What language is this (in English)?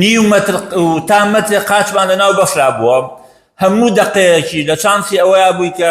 Central Kurdish